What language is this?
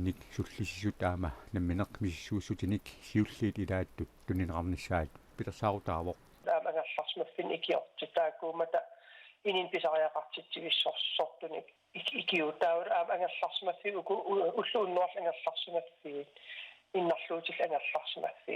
Kalaallisut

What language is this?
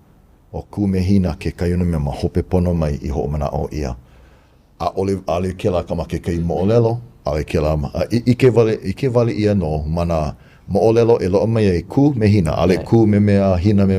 Hawaiian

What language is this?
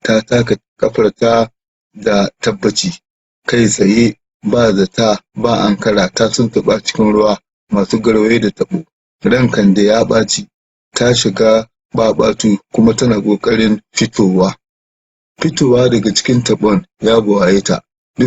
Hausa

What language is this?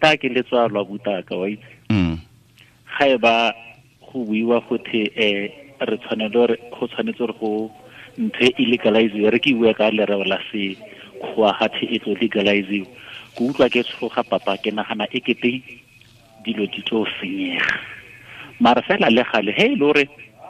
Tswana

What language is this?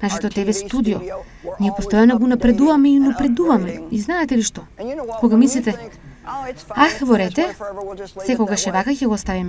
Macedonian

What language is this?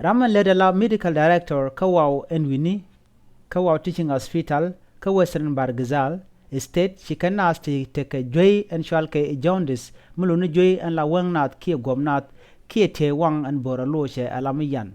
Nuer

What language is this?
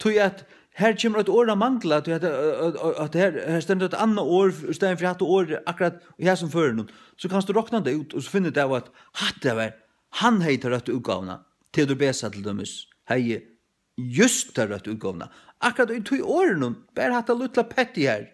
Faroese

